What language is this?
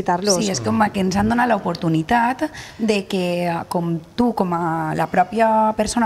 Catalan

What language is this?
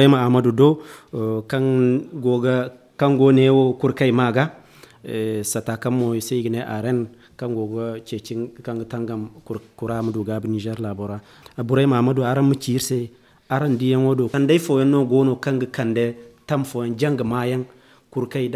Zarma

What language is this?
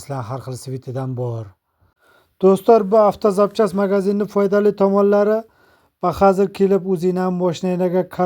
Uzbek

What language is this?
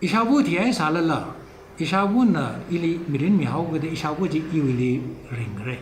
Tangkhul Naga (India)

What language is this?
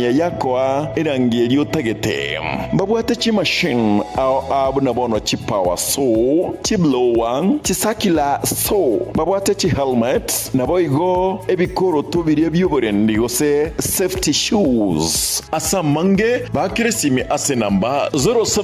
Gusii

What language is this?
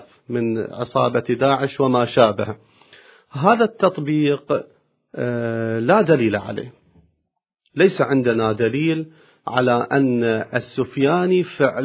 Arabic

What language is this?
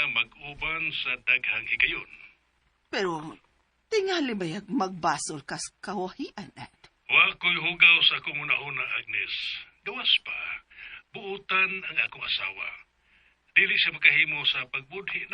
Cebuano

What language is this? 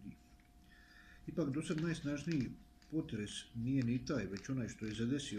Croatian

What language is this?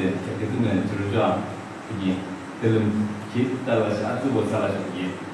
Yimchungru Naga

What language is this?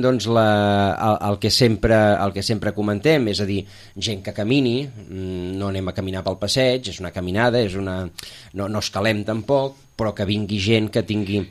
Catalan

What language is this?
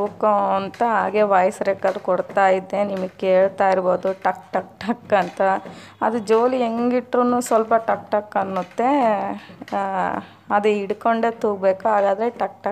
Kannada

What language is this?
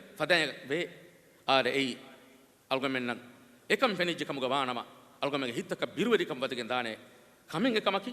Divehi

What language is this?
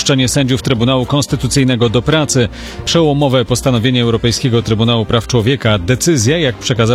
Polish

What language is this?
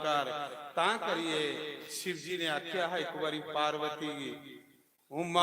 Dogri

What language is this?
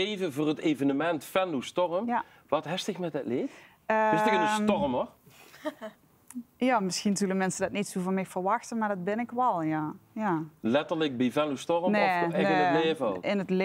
Dutch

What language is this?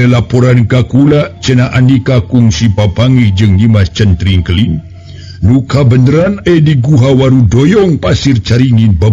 Sundanese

